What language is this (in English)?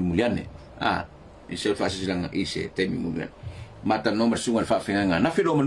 Samoan